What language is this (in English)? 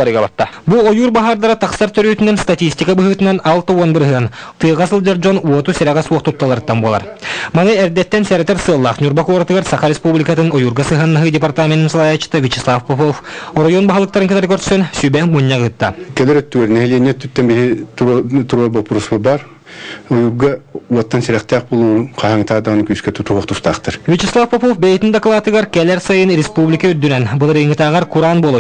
Yakut